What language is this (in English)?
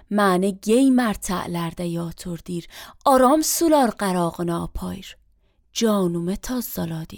Azerbaijani